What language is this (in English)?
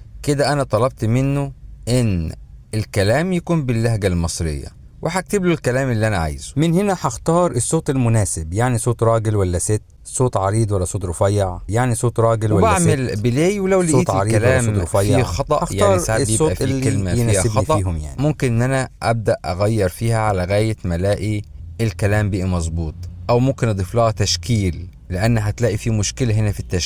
Egyptian Arabic